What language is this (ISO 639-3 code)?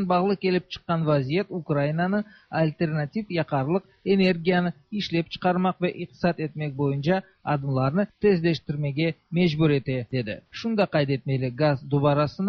tat